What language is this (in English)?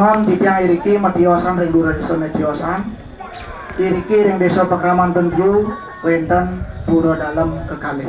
Balinese